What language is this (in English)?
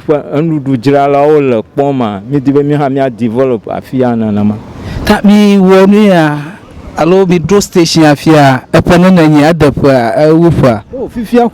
Ewe